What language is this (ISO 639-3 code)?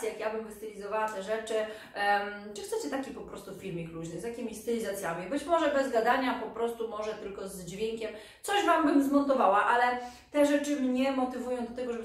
pol